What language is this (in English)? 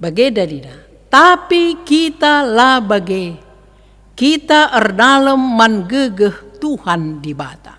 Batak Karo